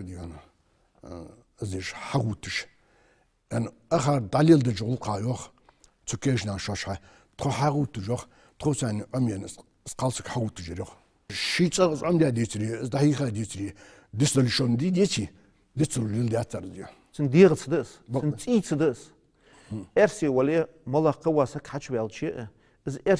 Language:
Ingush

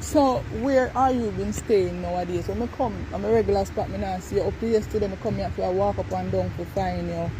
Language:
Jamaican Creole English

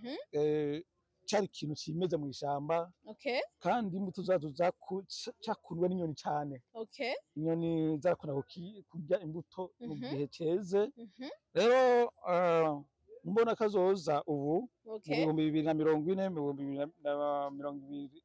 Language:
Rundi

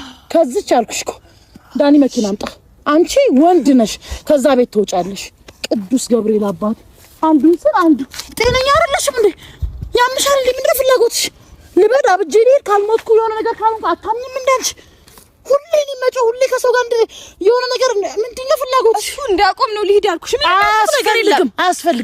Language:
Amharic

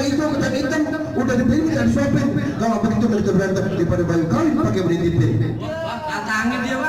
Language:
Betawi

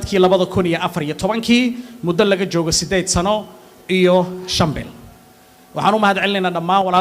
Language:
Somali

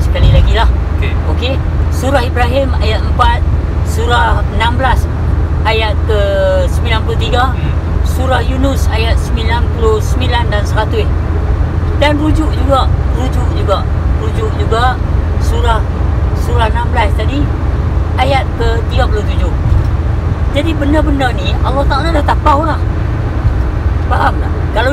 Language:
Malay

